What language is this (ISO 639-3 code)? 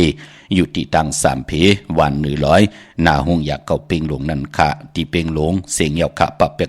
shn